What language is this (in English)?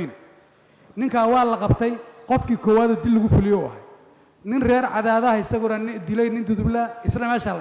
Somali